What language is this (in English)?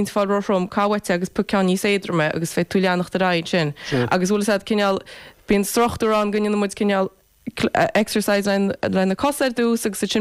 Irish